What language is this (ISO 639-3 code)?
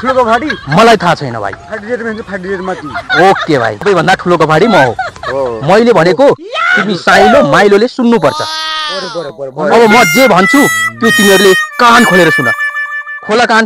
nep